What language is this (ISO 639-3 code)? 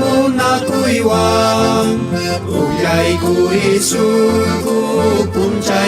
quh